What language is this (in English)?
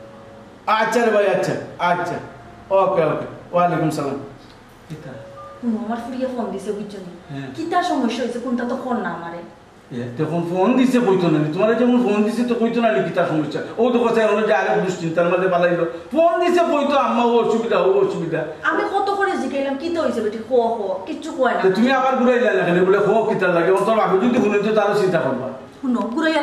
Sylheti